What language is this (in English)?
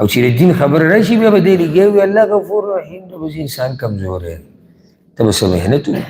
Pashto